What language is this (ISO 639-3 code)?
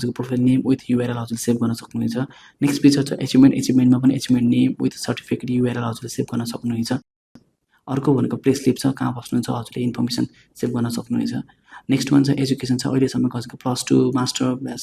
nep